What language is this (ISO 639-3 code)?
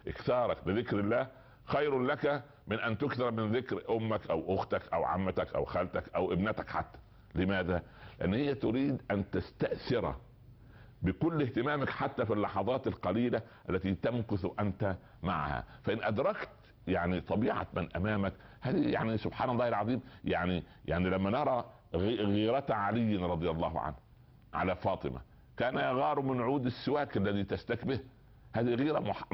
ara